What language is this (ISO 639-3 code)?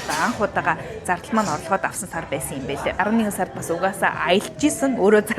mon